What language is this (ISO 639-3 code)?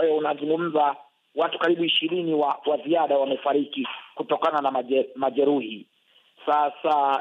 swa